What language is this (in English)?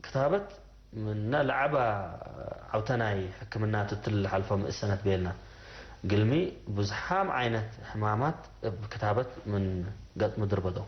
Tigre